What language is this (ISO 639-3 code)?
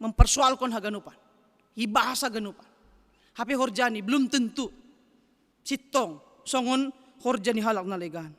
bts